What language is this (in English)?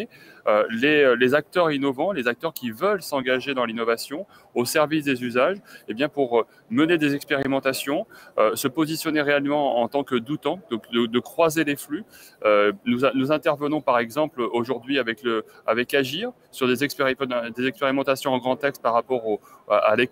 French